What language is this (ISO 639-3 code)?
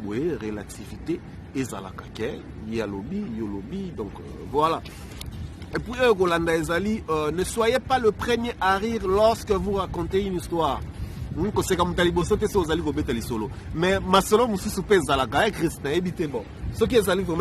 lin